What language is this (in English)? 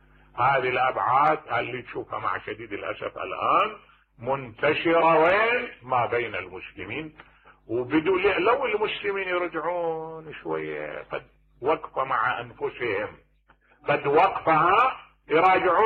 Mesopotamian Arabic